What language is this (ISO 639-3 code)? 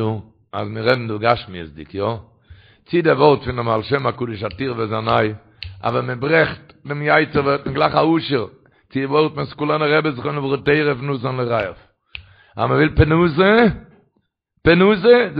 yid